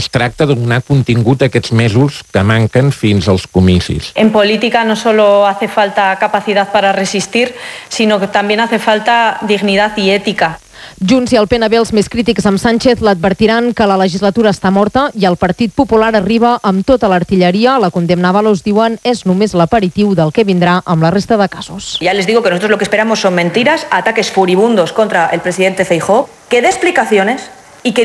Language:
Catalan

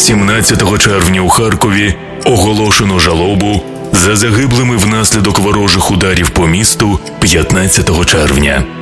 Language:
Ukrainian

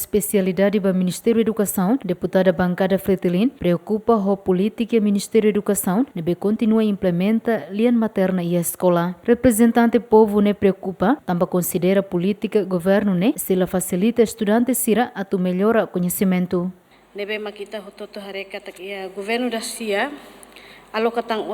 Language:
Tetum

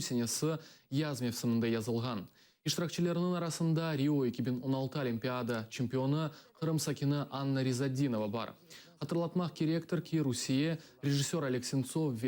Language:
Crimean Tatar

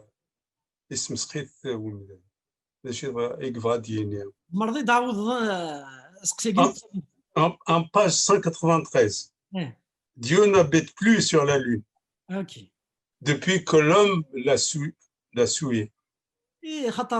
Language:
Kabyle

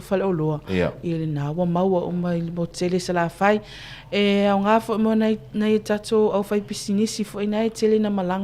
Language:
Samoan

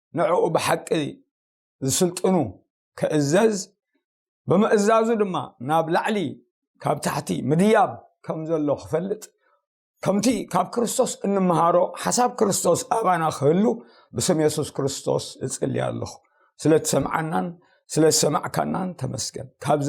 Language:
Tigrinya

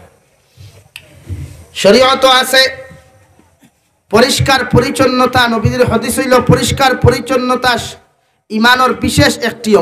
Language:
Sylheti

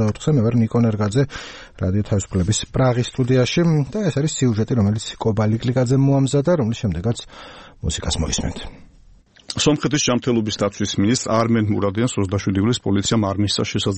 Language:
Georgian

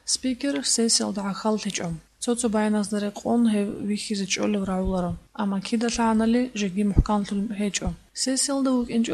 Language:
Avaric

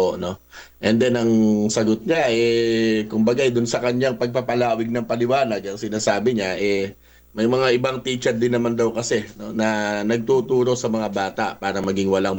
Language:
Filipino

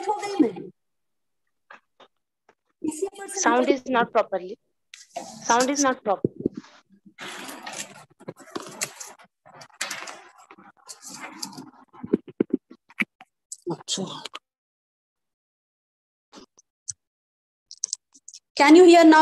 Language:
English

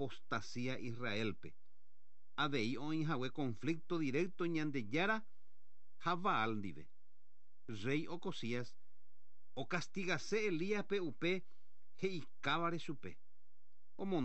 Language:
Guarani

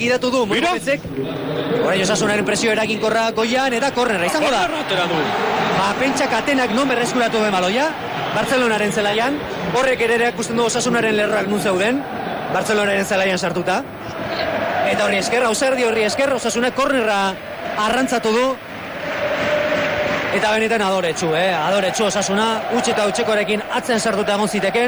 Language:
Basque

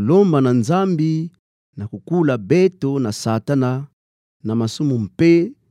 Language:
Kituba (Democratic Republic of Congo)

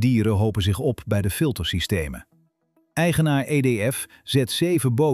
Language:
Dutch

